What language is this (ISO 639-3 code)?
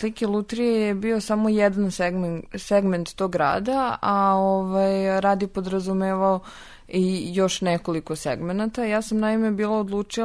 srp